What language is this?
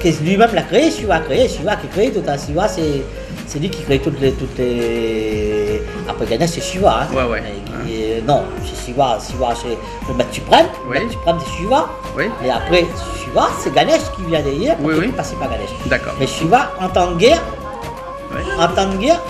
Réunion Creole French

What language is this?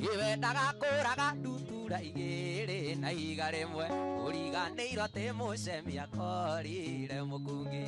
Kikuyu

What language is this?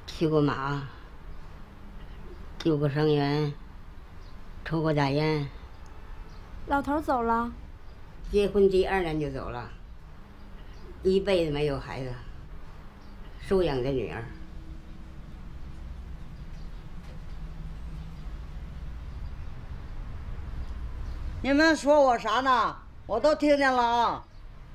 Chinese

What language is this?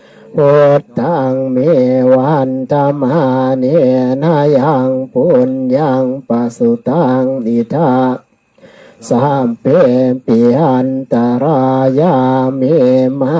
Pali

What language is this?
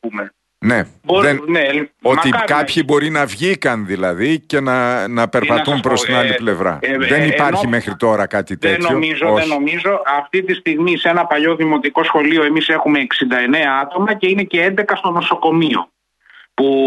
Greek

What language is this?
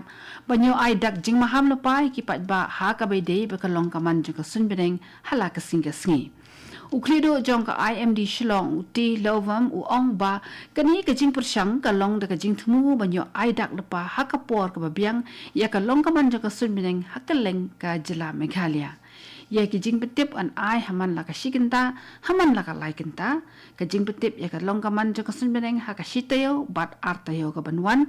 Khasi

